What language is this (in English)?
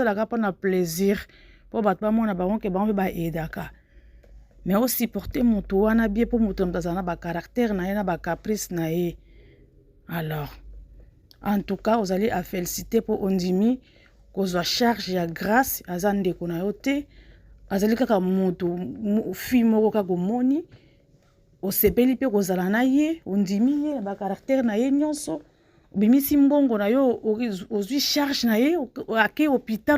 Lingala